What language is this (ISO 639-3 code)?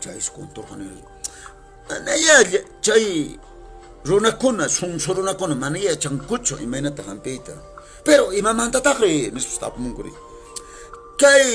que